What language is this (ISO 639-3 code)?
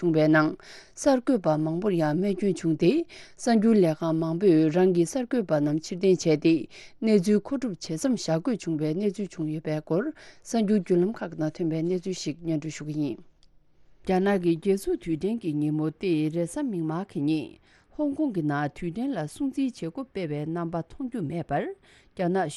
bod